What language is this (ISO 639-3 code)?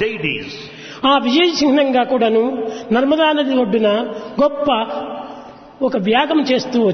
tel